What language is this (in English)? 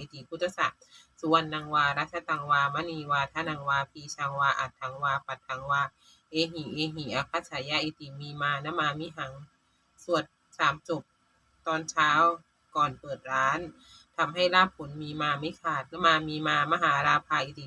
Pali